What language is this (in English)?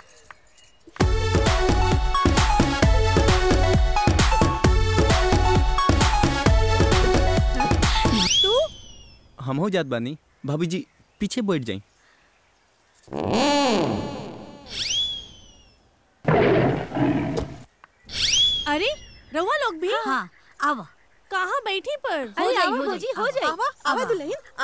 Bhojpuri